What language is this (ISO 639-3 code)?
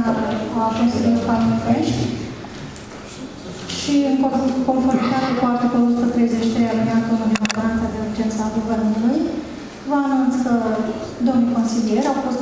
ron